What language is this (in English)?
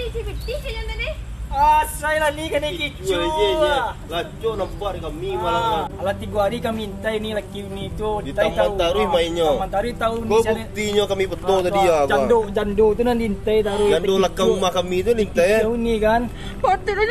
Minangkabau